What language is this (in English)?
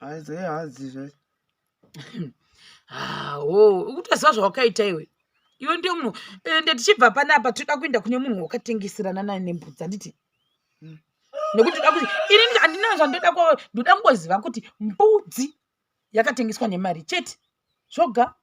Shona